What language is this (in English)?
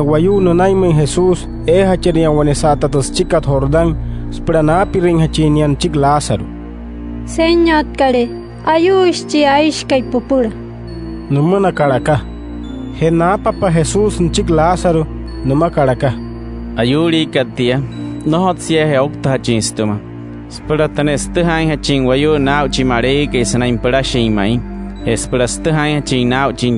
Wayuu